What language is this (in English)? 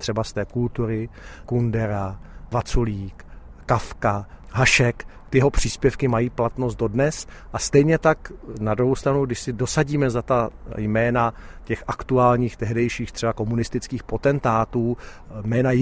Czech